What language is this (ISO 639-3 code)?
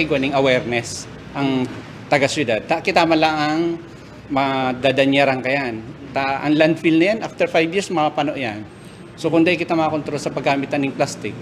bik